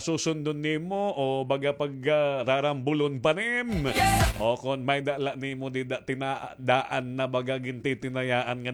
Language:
Waray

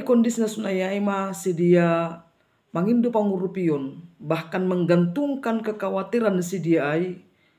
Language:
Batak Simalungun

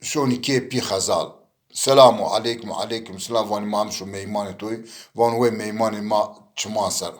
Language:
Zaza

